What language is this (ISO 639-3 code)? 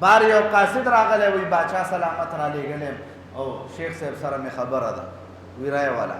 pus